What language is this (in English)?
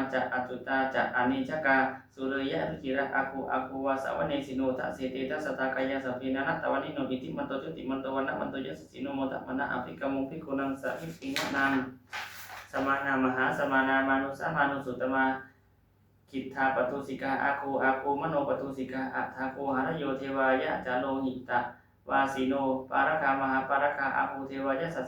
Pali